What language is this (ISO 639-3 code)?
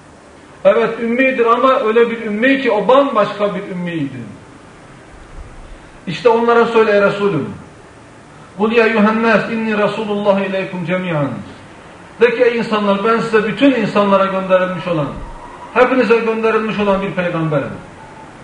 tur